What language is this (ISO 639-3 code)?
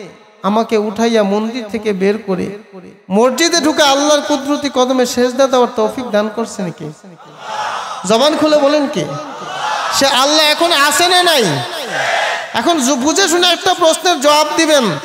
ben